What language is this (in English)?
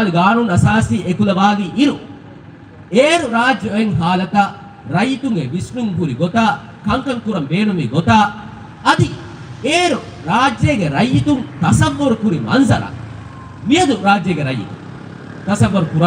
Divehi